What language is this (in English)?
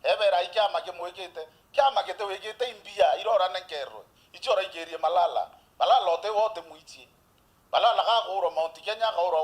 Meru